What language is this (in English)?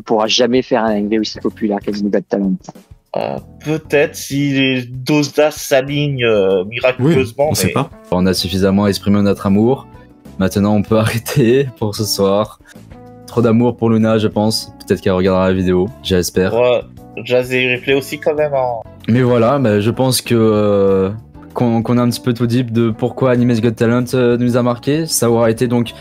French